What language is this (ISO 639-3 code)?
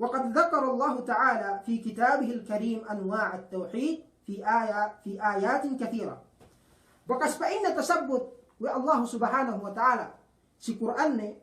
yka